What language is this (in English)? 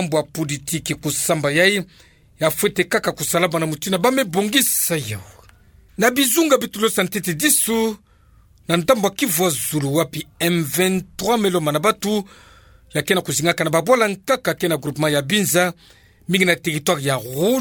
Kituba (Democratic Republic of Congo)